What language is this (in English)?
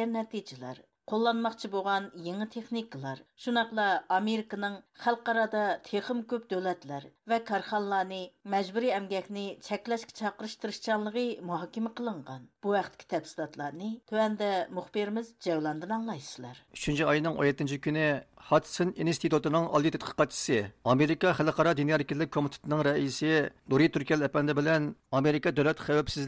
Uyghur